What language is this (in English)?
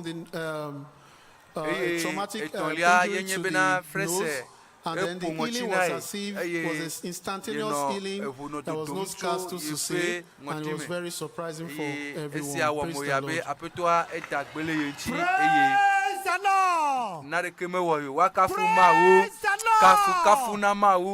Ewe